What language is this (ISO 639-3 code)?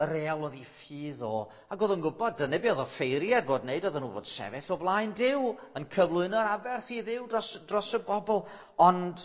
cym